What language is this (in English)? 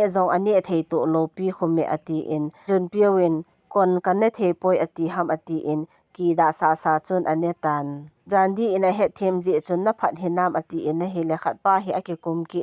Thado Chin